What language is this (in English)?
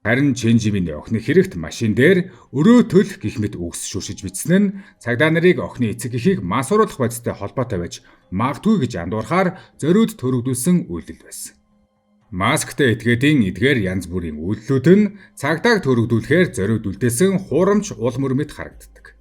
Mongolian